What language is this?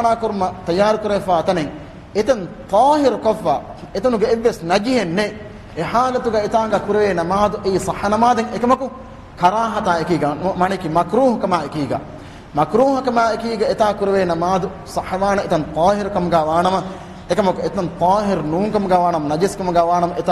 Divehi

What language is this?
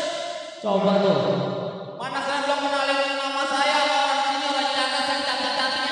Betawi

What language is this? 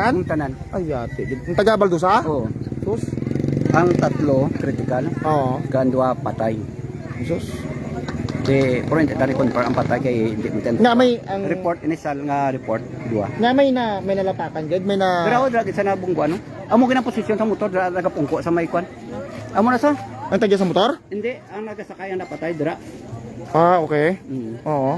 Hiligaynon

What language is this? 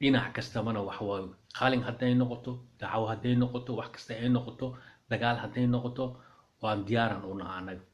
Somali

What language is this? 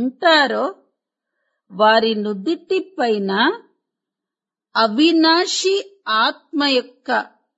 Telugu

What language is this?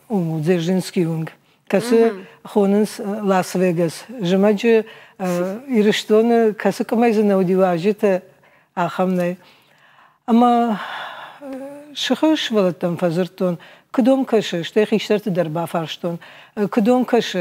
Ossetic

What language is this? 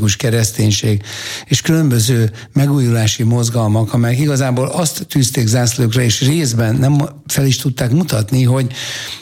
Hungarian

